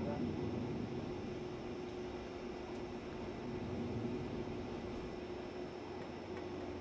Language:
Spanish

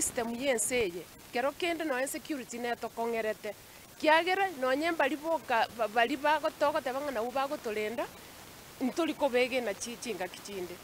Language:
Gusii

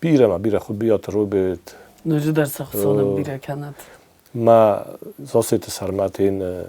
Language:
Ossetic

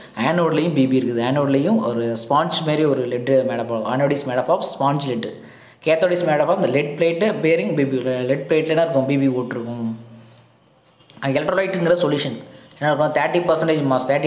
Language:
Tamil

